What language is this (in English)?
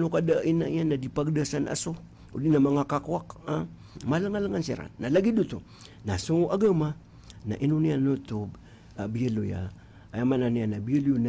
Maranao